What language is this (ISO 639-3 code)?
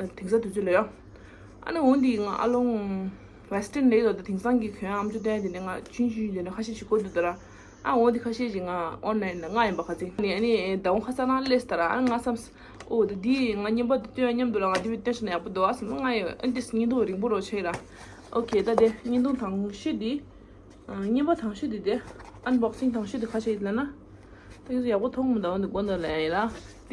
bod